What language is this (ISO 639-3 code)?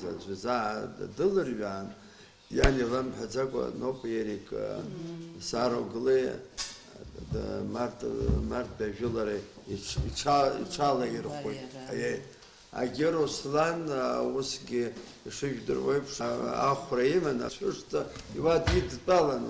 abk